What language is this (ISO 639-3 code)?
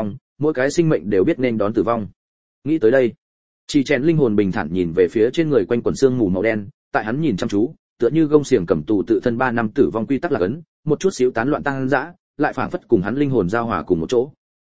vie